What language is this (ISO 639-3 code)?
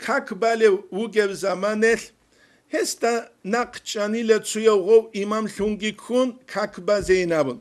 ava